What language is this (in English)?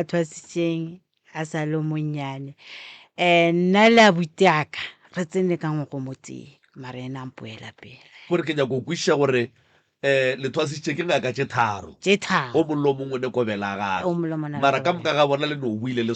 Northern Sotho